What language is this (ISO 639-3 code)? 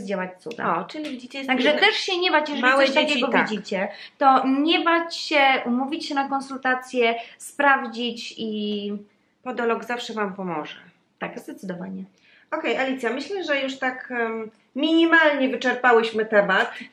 pol